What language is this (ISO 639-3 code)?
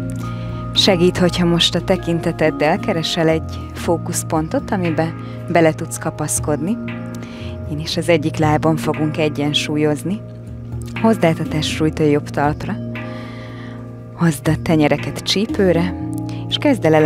hun